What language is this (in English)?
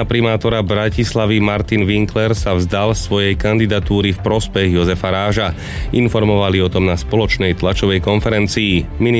Slovak